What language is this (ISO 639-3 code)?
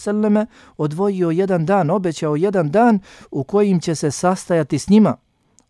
bos